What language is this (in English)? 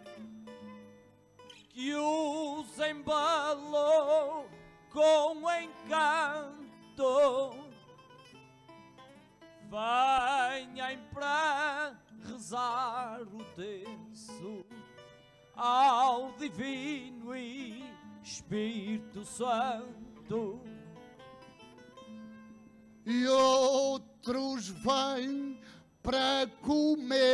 Portuguese